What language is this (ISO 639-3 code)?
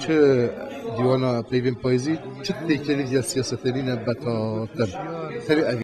kur